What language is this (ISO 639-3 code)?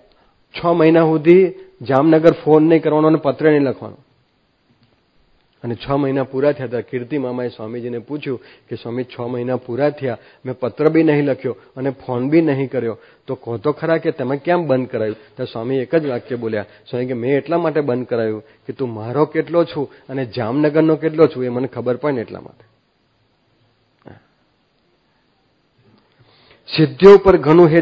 guj